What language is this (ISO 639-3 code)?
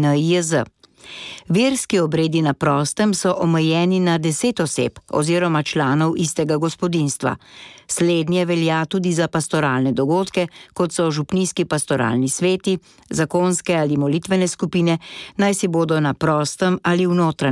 slv